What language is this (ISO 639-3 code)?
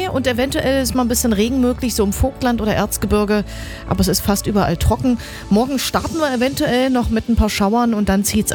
deu